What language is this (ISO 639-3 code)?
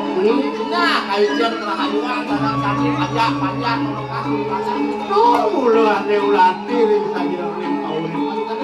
ban